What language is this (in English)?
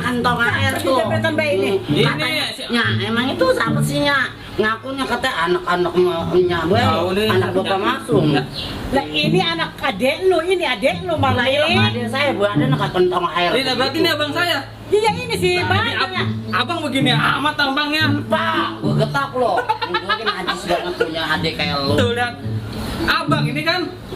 Betawi